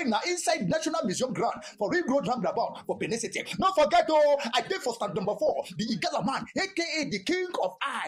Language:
Nigerian Pidgin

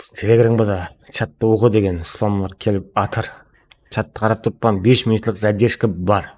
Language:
Kara-Kalpak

